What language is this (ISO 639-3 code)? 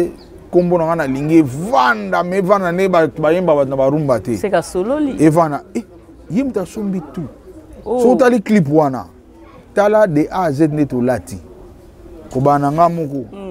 lin